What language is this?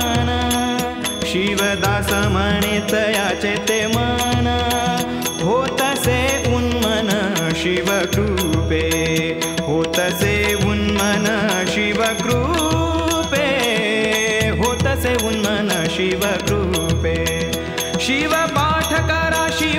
Marathi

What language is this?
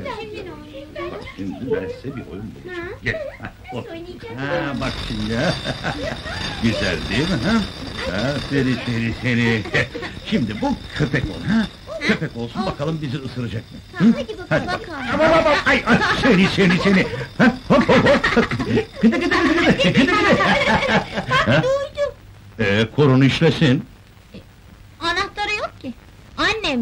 Turkish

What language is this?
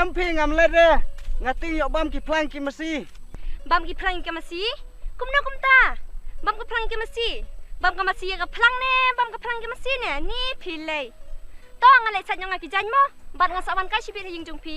Khasi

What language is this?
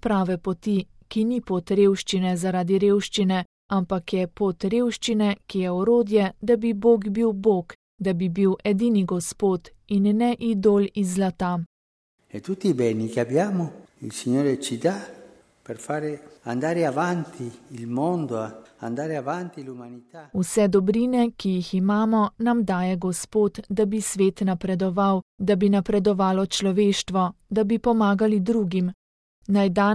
Slovenian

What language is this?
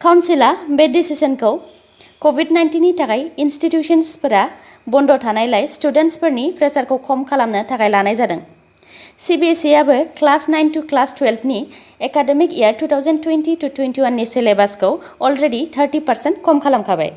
Bodo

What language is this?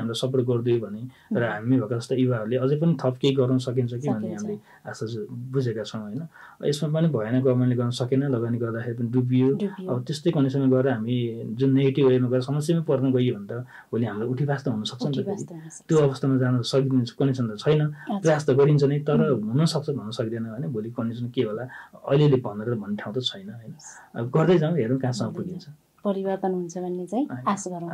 Nepali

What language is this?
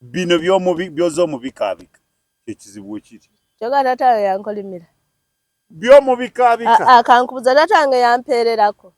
Ganda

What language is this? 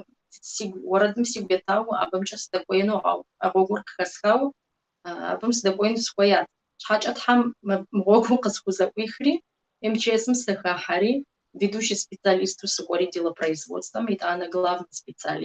Kabardian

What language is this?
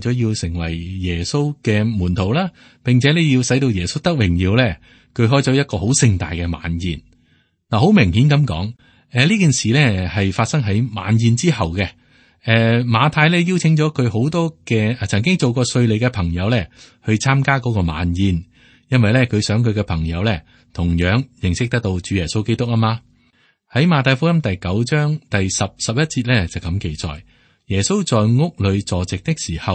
Cantonese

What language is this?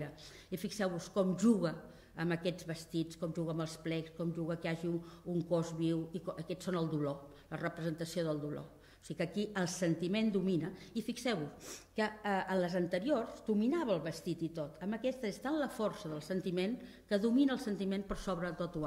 Catalan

